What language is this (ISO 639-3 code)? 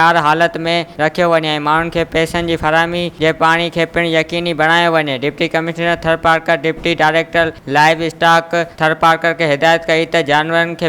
snd